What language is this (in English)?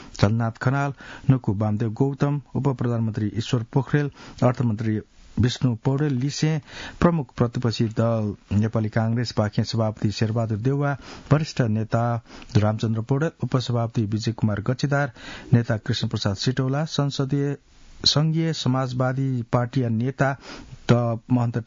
Newari